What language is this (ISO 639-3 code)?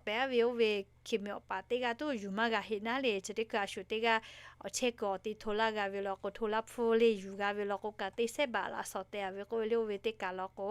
lhu